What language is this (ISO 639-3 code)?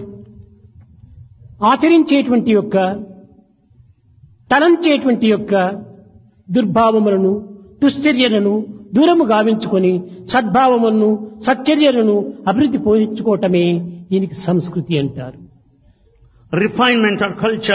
tel